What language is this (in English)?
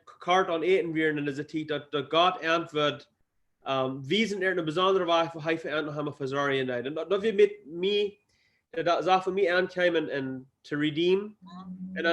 Plautdietsch